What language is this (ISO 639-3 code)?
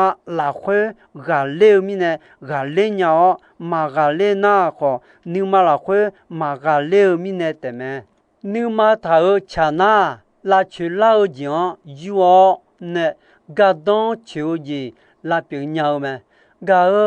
ahk